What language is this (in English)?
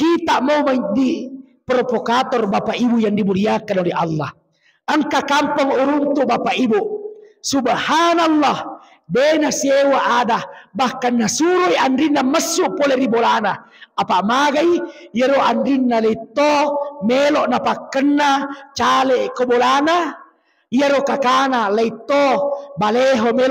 Buginese